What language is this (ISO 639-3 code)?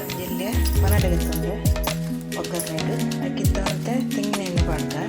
tcy